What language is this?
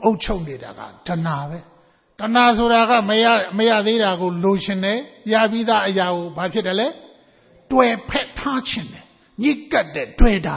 Burmese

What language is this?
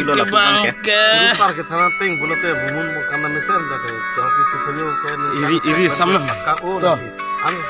Karbi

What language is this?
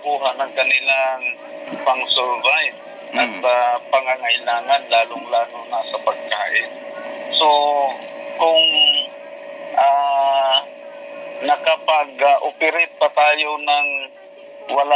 Filipino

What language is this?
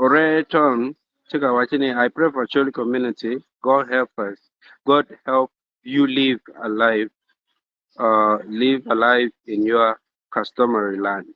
Acoli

